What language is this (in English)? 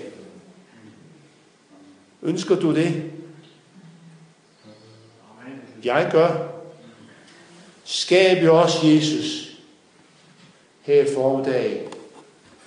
Danish